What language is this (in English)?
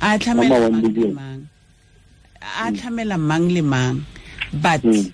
Tswana